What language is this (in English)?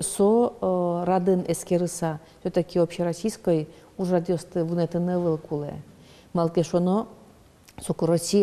Udmurt